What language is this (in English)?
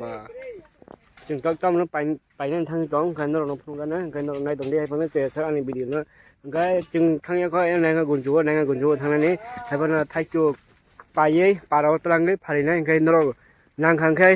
Kok Borok